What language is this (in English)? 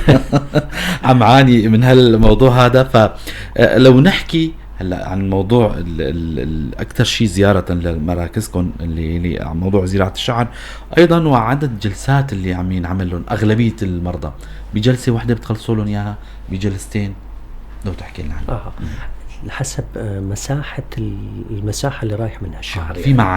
North Levantine Arabic